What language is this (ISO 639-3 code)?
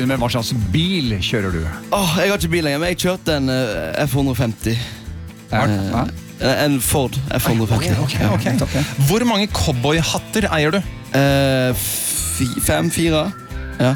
nor